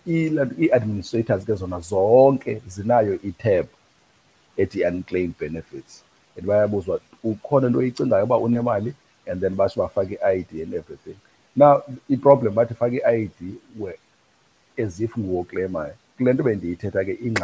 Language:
Xhosa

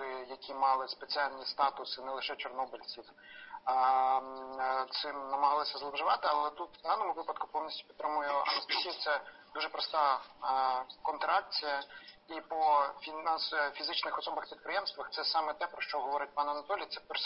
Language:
Ukrainian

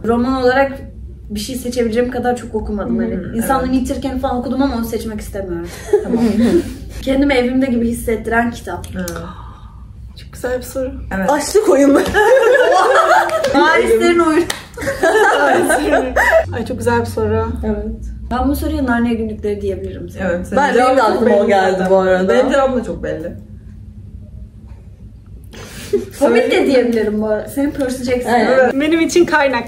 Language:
Turkish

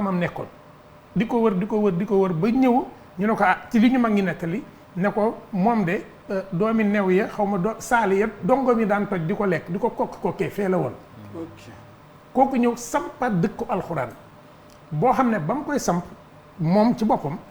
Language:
Wolof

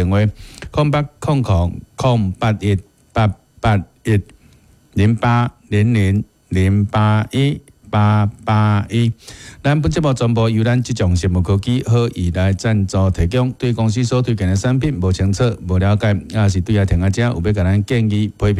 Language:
Min Nan Chinese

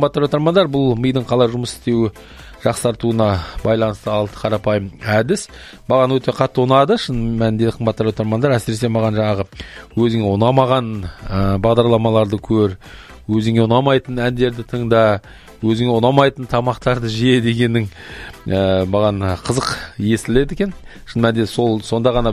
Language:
Kazakh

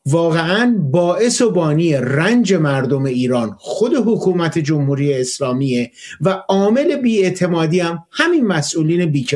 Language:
Persian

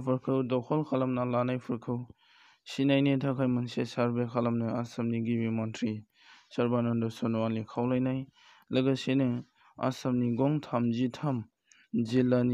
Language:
Bodo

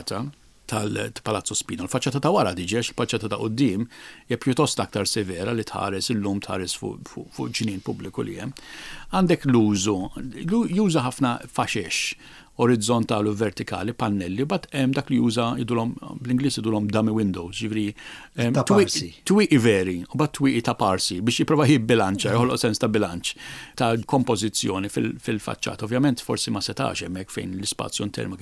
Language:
Maltese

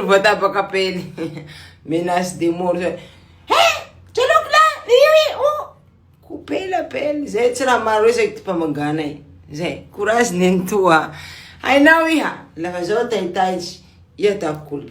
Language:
Malagasy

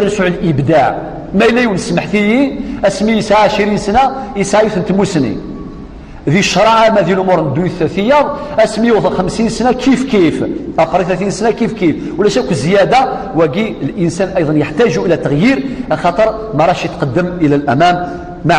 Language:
Kabyle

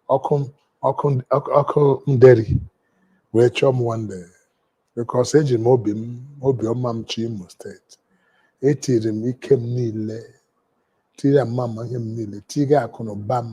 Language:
Igbo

